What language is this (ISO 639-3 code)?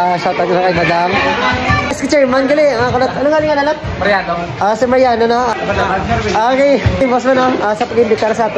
hil